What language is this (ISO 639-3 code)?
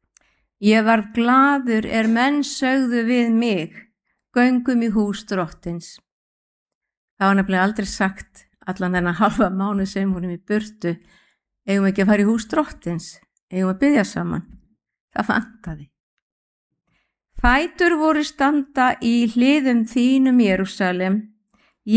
isl